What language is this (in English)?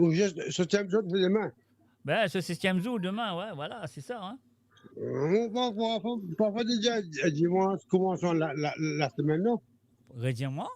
Morisyen